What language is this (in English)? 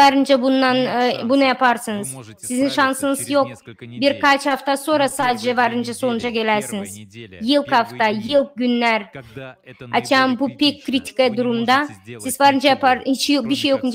Gagauz